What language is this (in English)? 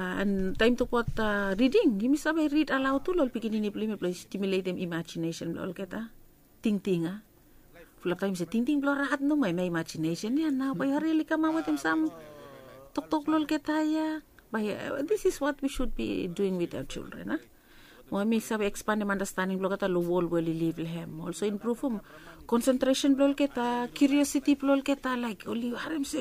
Bislama